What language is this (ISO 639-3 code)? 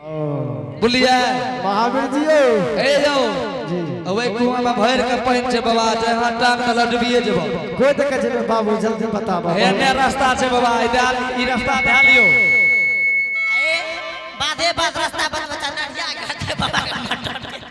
anp